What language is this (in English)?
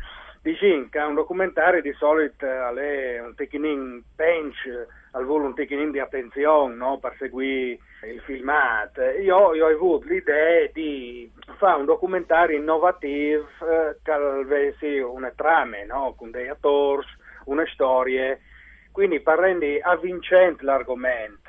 Friulian